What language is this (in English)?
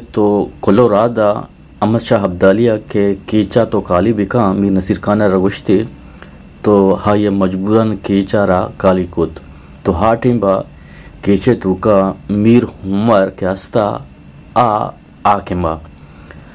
Eastern Balochi